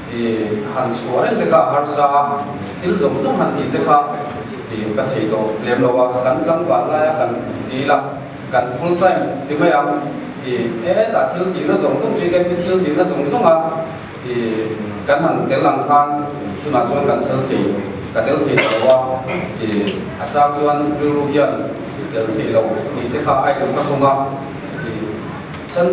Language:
Mizo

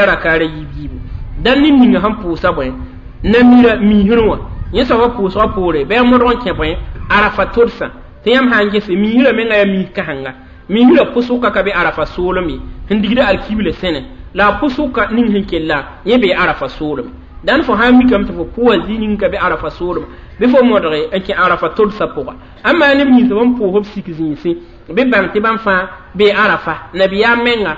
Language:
Mossi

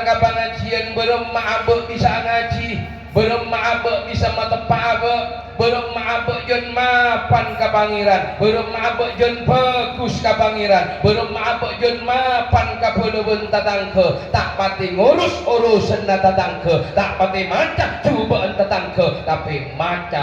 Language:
Madurese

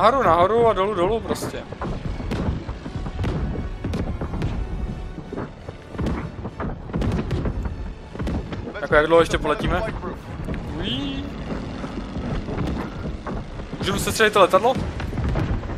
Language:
Czech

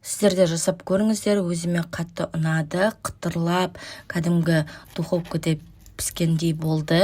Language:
Kazakh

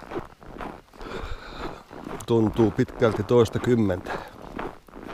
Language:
Finnish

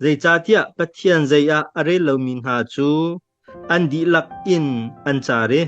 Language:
Hakha Chin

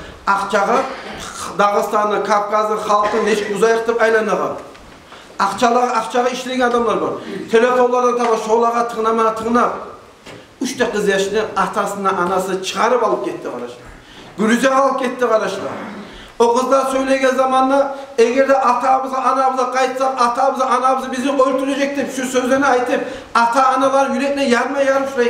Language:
Kumyk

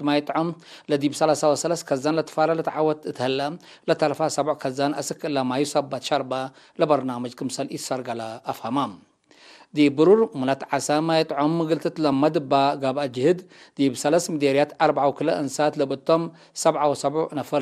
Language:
Tigre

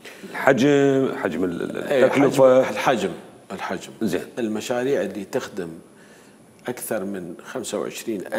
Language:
Mesopotamian Arabic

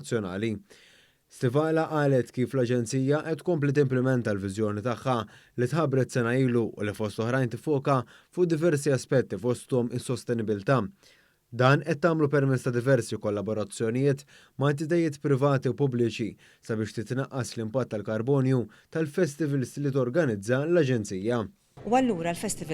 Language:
Maltese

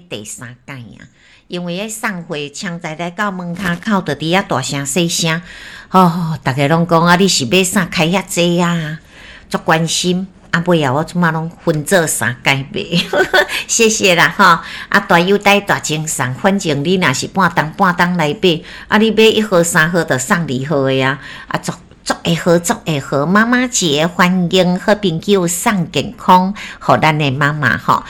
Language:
Min Nan Chinese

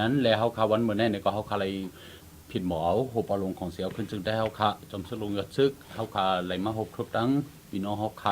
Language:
Shan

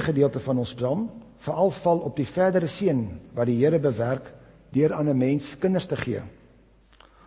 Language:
Afrikaans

